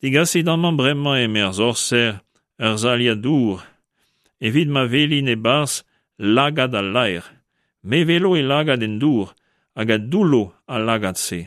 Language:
Breton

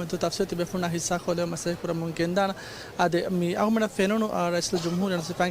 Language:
Divehi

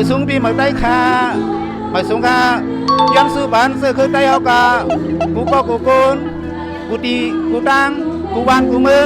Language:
Shan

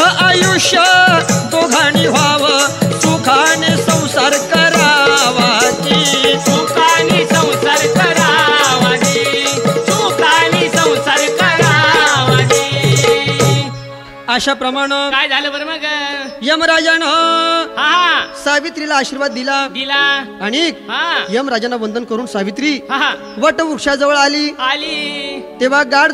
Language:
Marathi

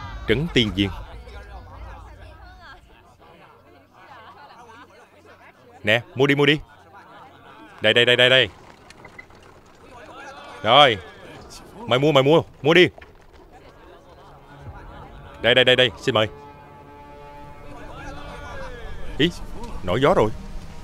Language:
Vietnamese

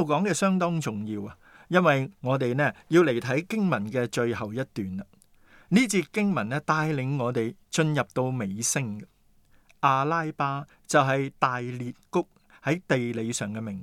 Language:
Cantonese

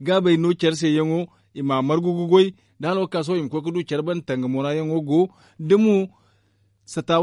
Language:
Zarma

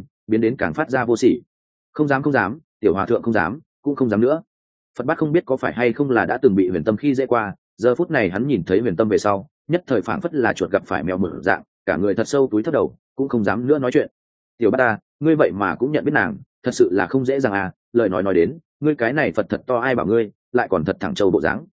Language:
Vietnamese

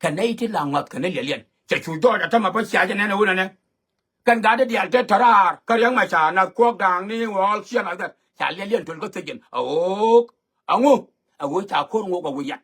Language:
Nuer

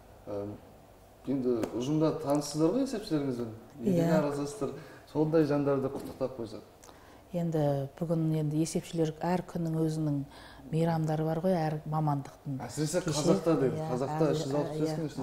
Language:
Kazakh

